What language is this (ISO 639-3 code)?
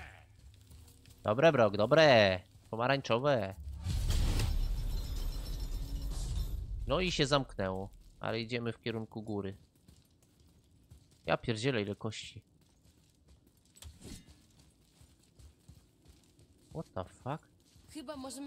pol